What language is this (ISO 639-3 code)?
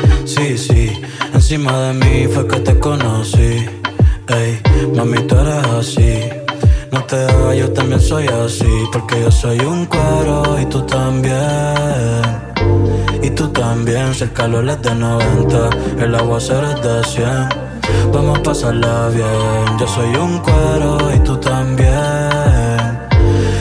spa